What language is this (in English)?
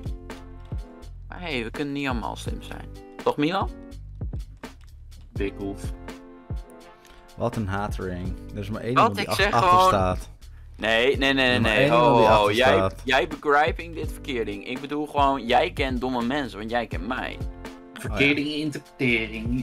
Dutch